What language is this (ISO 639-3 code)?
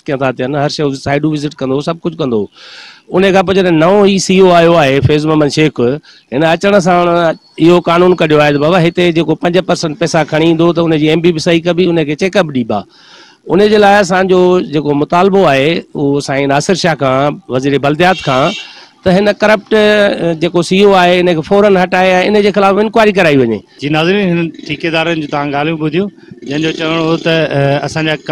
snd